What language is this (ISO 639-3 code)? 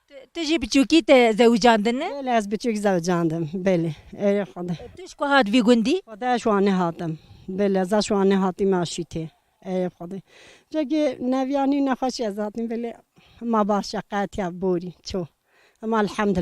kur